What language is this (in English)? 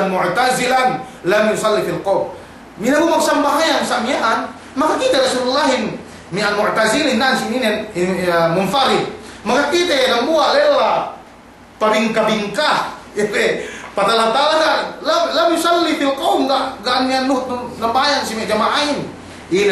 Yakan